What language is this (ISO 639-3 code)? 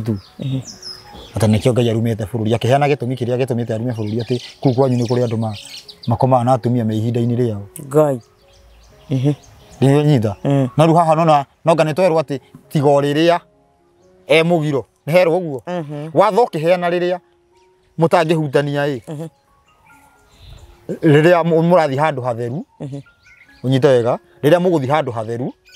kik